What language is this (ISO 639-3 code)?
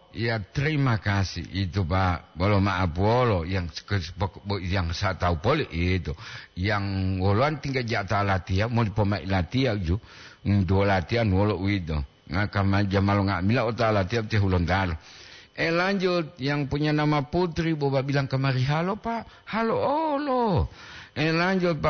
gor